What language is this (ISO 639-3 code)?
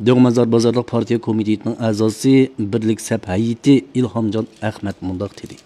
uig